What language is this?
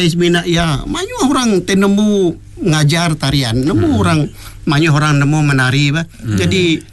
Iban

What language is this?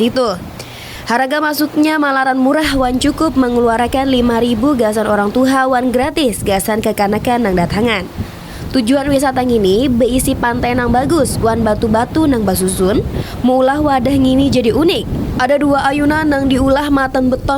Banjar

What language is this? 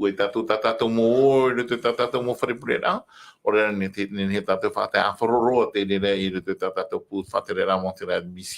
Tahitian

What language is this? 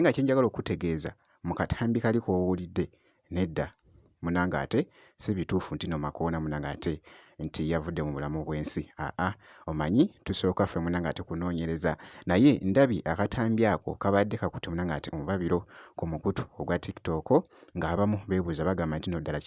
Ganda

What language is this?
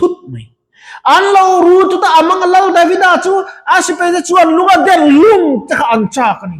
Mizo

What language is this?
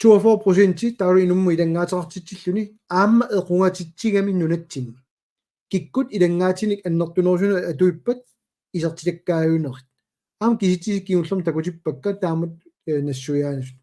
Kalaallisut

